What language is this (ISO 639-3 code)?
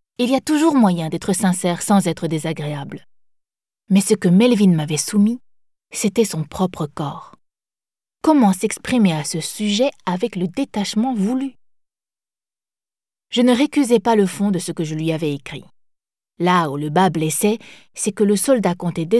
fra